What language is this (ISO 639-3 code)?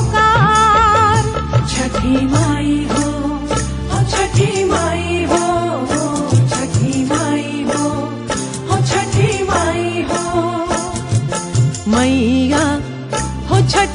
bho